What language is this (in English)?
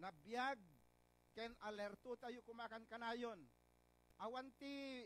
Iloko